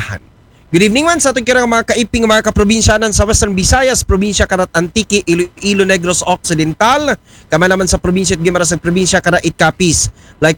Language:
Aklanon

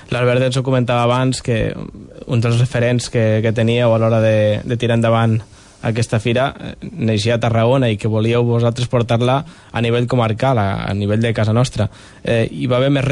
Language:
Catalan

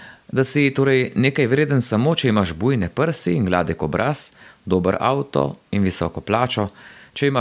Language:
Slovenian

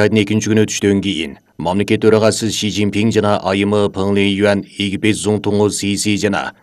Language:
Kyrgyz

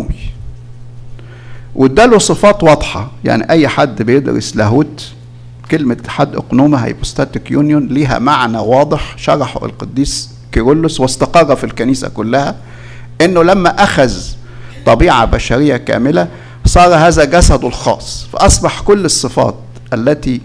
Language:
Egyptian Arabic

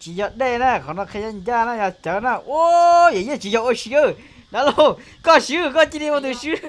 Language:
Hmong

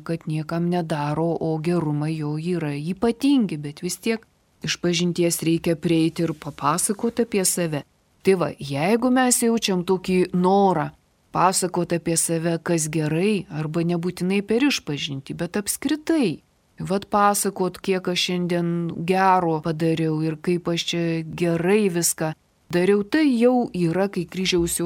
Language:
Lithuanian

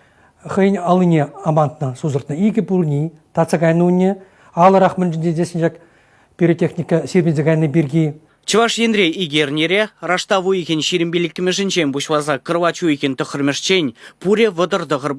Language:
Chuvash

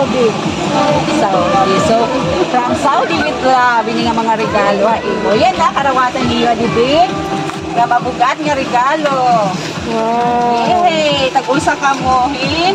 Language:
Waray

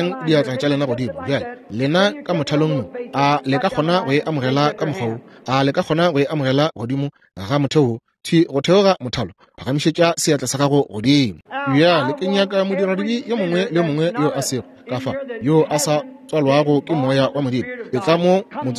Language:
Northern Sotho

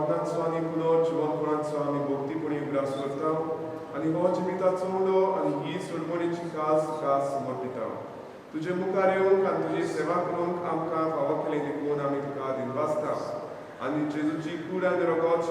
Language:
Konkani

